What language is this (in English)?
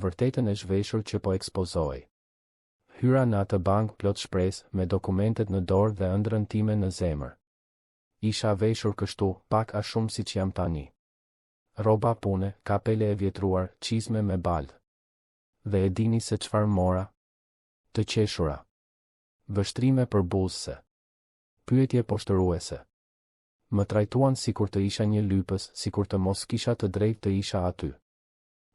Albanian